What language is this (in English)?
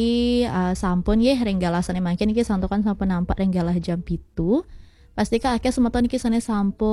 Balinese